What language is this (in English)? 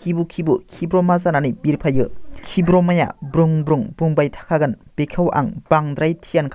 Bodo